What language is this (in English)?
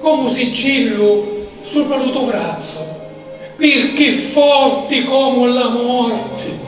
Sicilian